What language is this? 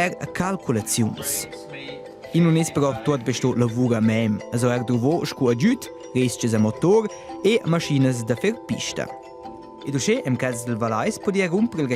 Romansh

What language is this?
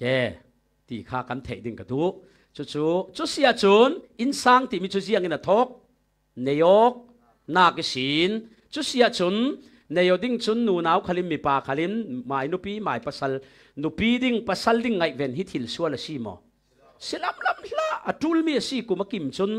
Falam Chin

